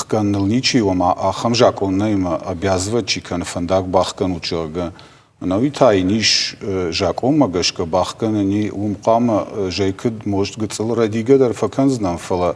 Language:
Ossetic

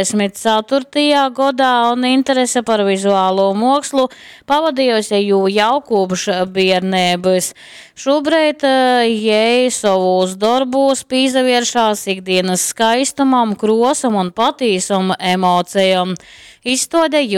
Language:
Latgalian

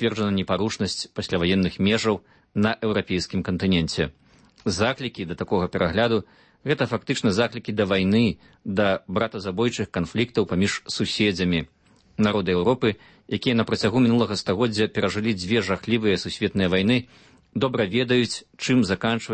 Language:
Belarusian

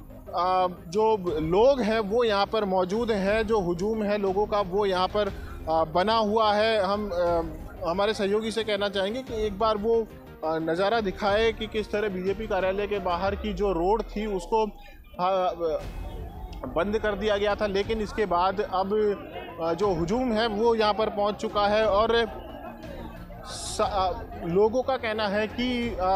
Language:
Hindi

